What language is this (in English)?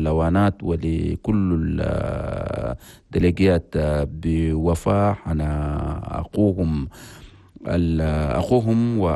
Chadian Arabic